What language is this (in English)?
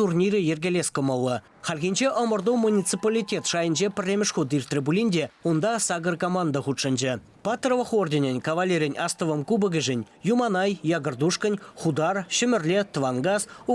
Chuvash